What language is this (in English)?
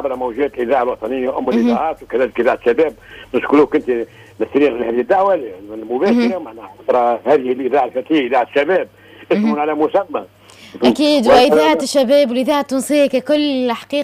Tunisian Arabic